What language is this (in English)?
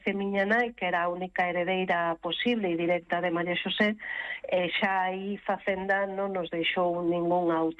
Galician